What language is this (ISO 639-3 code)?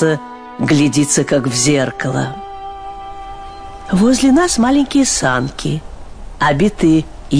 rus